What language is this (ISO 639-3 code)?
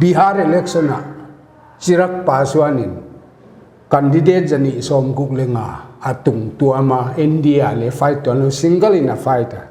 pck